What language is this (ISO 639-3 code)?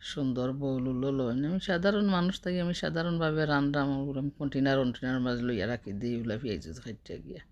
syl